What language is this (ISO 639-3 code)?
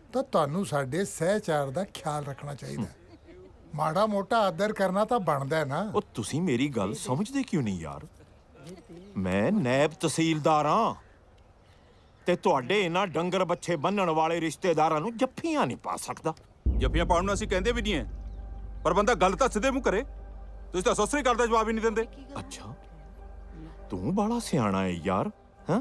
pan